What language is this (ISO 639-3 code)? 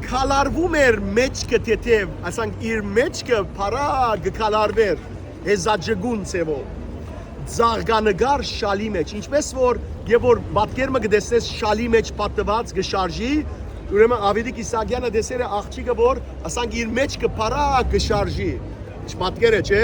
hyw